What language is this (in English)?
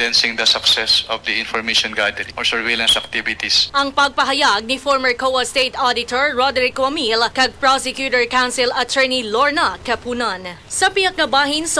Hiligaynon